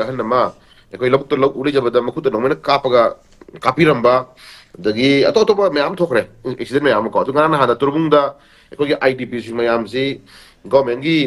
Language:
Manipuri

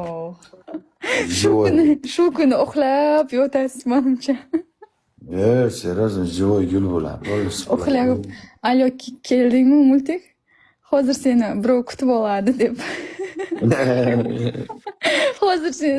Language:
Uzbek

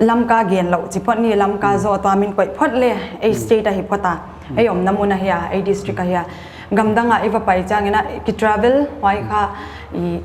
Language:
Paite Chin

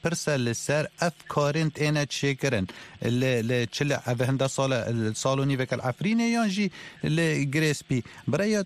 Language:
Kurdish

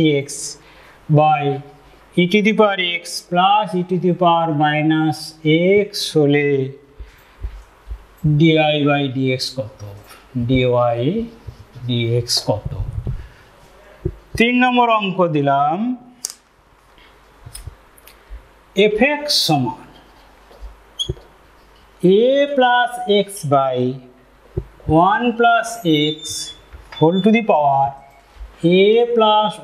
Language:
Bangla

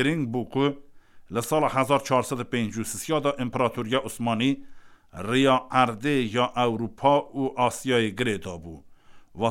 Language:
Kurdish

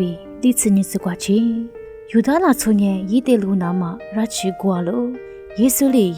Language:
Lisu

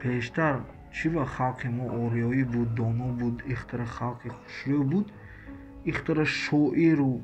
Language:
Tajik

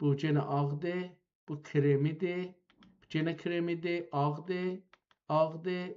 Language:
South Azerbaijani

